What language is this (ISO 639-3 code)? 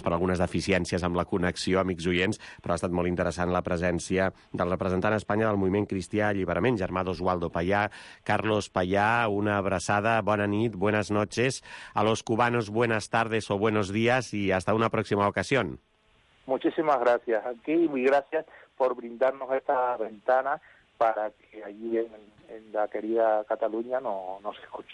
cat